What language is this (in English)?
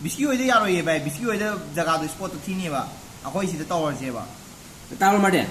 Manipuri